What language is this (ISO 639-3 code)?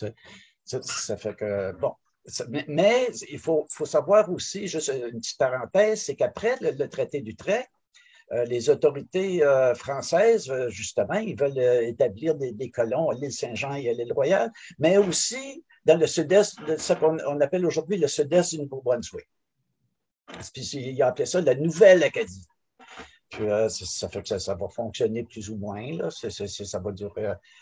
fra